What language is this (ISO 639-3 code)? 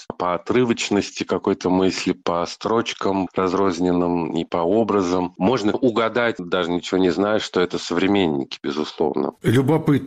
rus